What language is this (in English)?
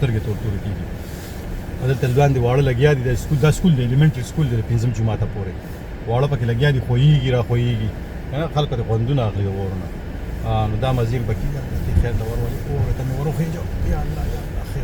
Pashto